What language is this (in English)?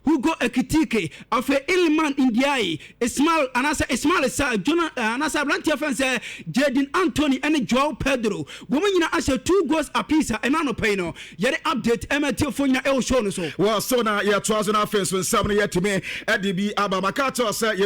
Akan